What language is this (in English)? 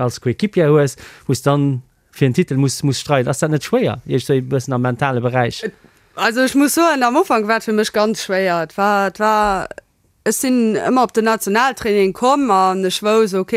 Luxembourgish